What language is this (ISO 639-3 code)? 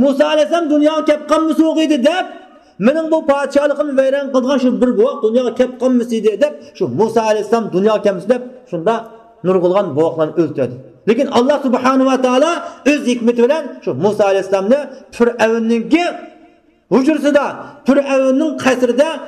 uig